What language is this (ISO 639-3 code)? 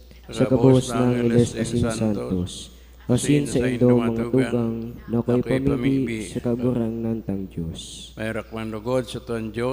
bik